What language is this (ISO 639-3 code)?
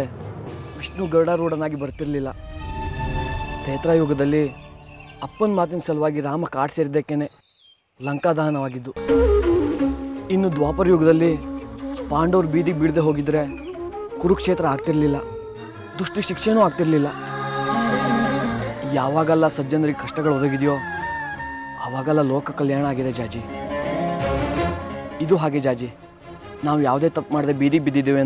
kan